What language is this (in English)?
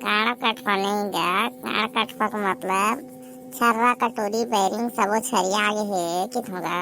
Chhattisgarhi